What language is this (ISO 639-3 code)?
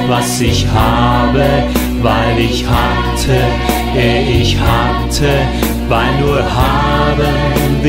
deu